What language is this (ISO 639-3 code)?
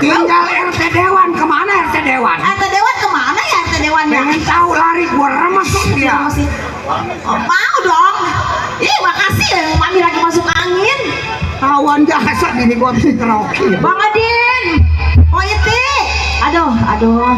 bew